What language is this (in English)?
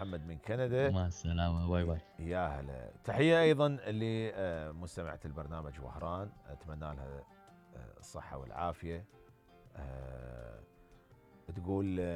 Mesopotamian Arabic